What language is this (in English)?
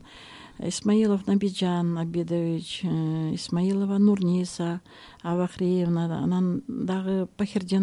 Kyrgyz